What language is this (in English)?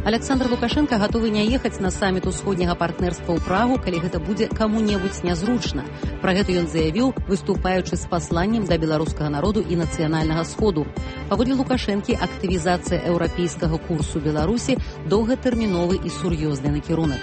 Belarusian